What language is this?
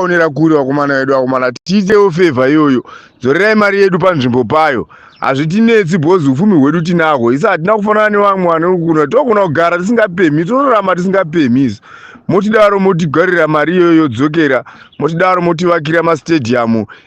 Shona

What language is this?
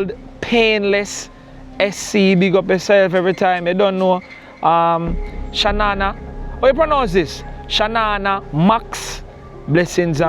Jamaican Creole English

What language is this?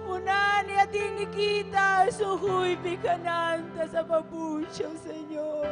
Ayacucho Quechua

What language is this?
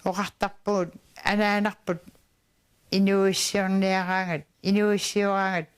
Kalaallisut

